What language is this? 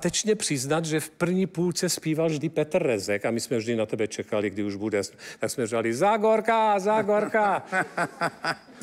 Czech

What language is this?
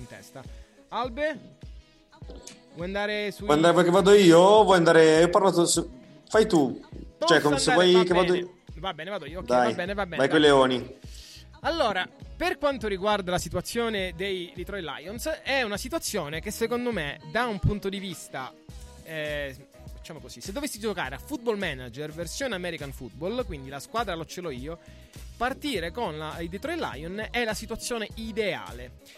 Italian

